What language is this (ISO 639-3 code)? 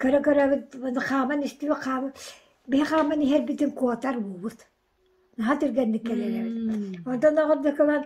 sah